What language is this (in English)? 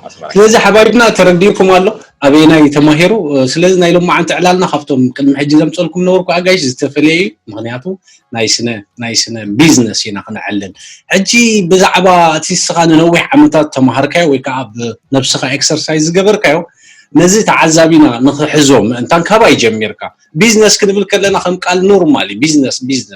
Tigrinya